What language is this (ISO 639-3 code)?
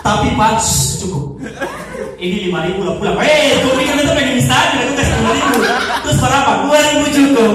abs